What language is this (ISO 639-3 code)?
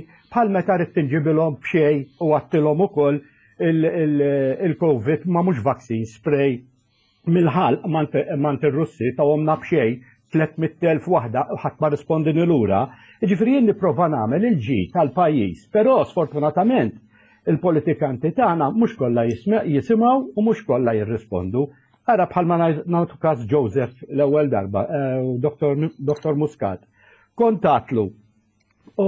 mlt